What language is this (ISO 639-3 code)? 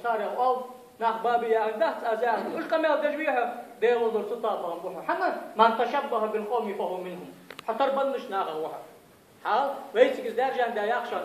inh